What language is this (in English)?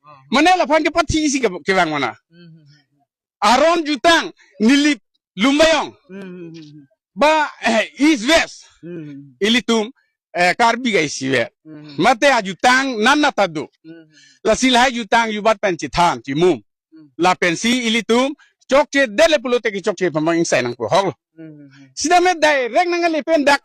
Karbi